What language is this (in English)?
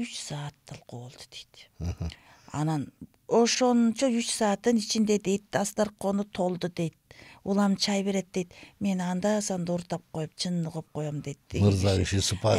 Kyrgyz